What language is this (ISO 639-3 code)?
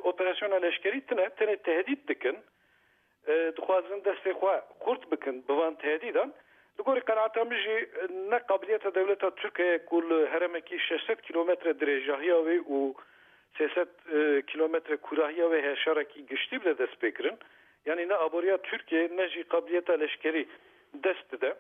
kur